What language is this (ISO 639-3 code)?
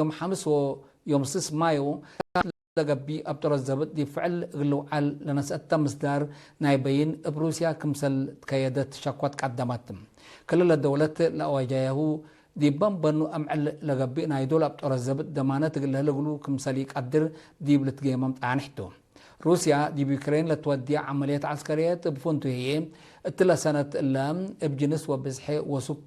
tig